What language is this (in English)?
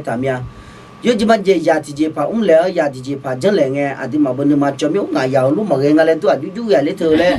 Akha